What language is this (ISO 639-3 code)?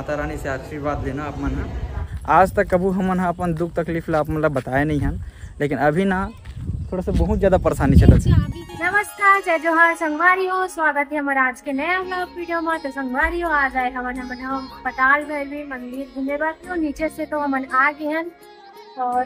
hne